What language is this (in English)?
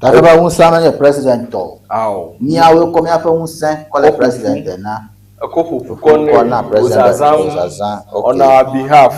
Ewe